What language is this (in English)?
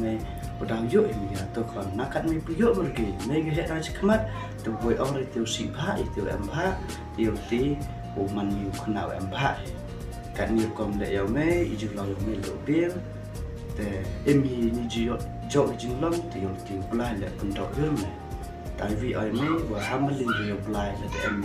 Khasi